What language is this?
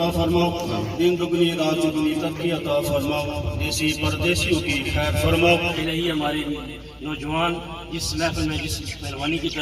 Pahari-Potwari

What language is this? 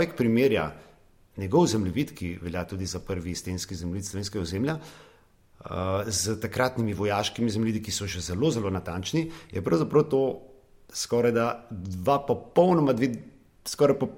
Slovenian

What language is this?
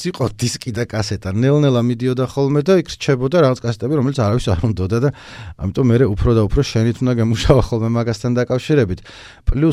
Georgian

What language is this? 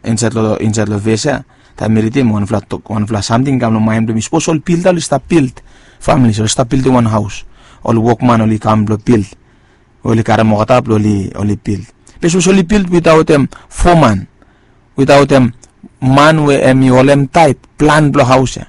Bislama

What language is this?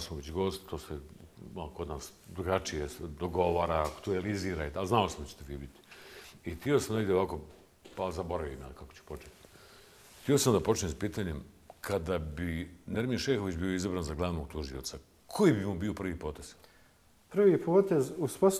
Bosnian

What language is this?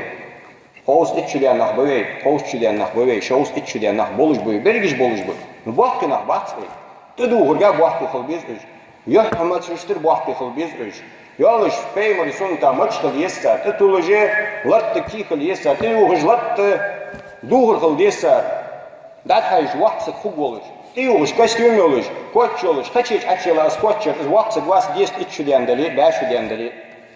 Ingush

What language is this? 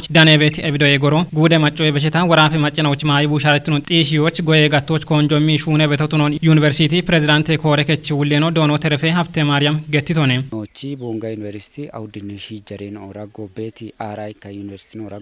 Kafa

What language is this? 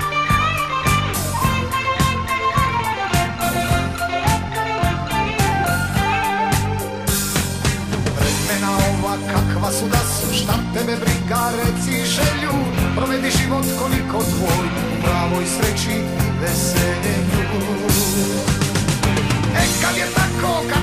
Serbian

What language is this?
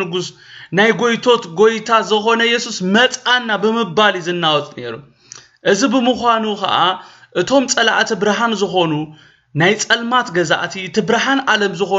Tigrinya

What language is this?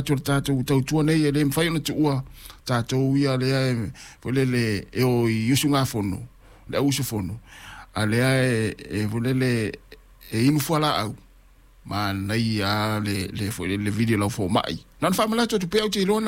Samoan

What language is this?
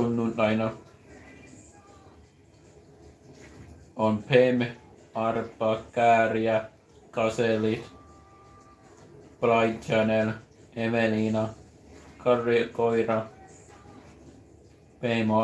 Finnish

